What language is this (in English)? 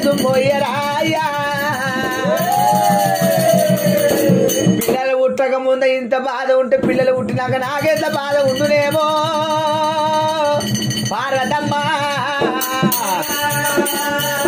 Telugu